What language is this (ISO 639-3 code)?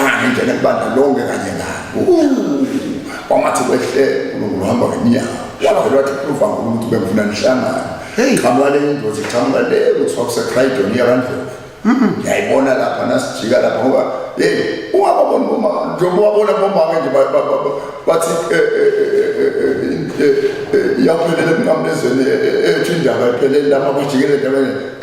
zul